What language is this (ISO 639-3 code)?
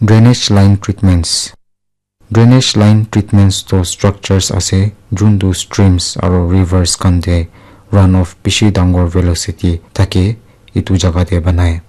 nag